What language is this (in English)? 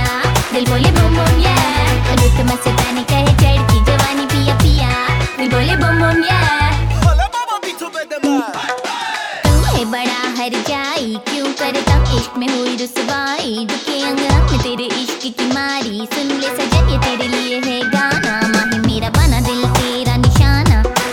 Hindi